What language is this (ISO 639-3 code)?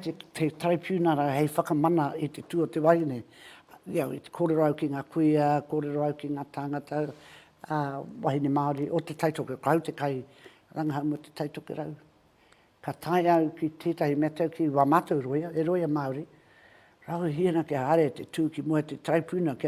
mri